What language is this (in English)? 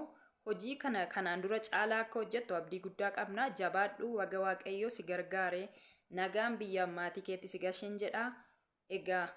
Oromo